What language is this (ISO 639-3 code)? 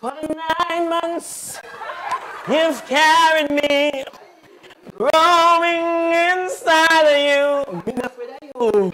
jam